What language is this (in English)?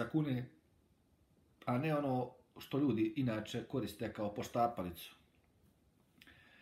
Croatian